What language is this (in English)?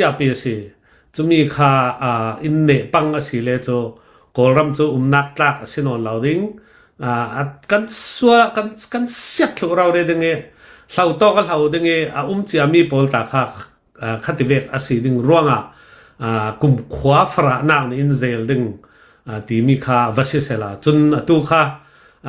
Hakha Chin